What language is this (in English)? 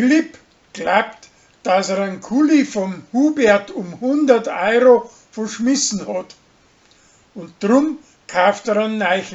Bavarian